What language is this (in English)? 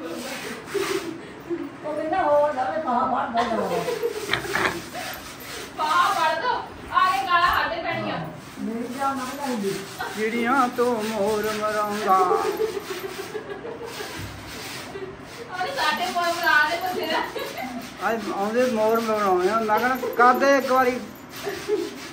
Punjabi